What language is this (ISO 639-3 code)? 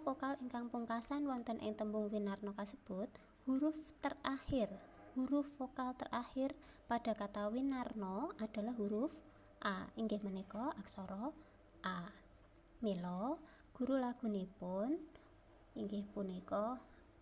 jav